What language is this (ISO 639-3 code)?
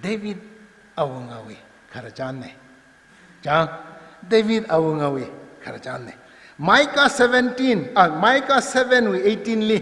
nmf